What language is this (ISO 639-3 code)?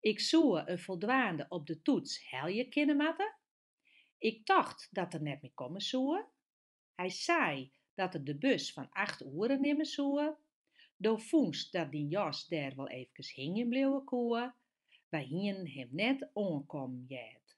fry